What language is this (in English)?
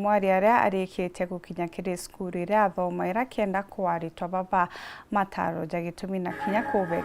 Meru